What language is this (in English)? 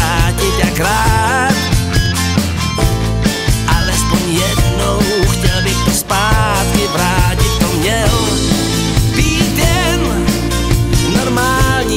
Czech